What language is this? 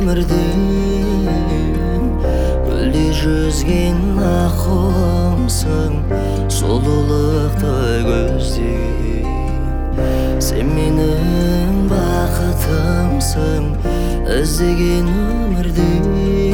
Kazakh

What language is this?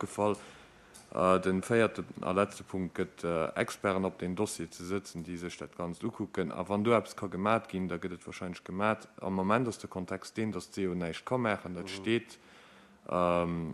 Luxembourgish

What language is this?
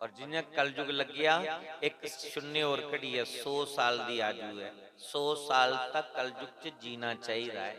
Dogri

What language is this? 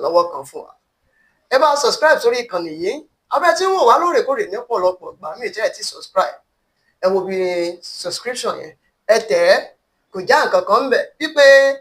Yoruba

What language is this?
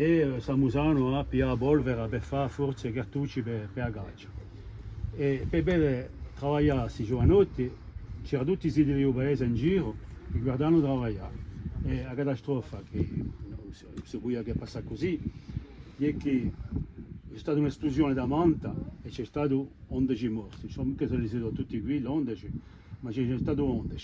Corsican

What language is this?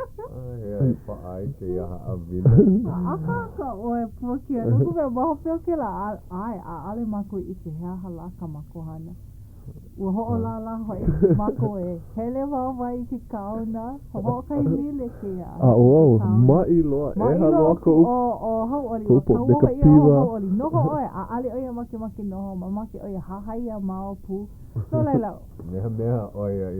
Hawaiian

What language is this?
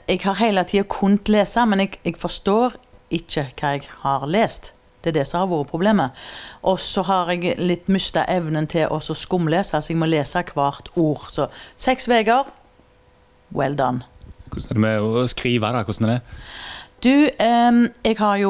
Norwegian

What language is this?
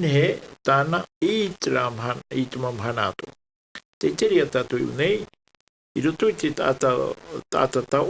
Tahitian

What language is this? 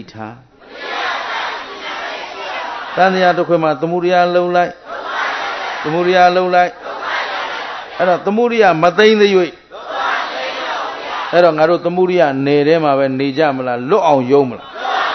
Burmese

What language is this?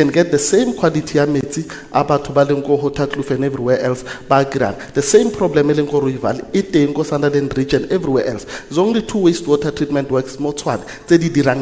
Tswana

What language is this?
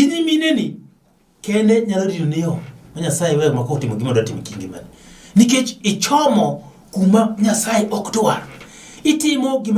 Luo (Kenya and Tanzania)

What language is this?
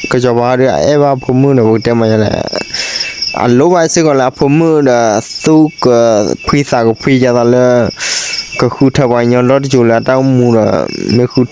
S'gaw Karen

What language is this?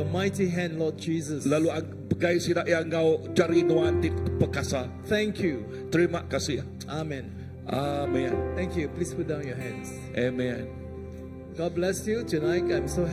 Iban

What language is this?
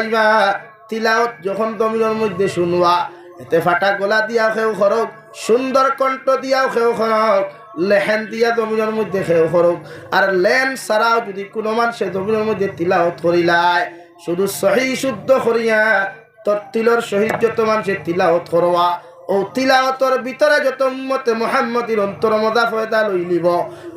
Sylheti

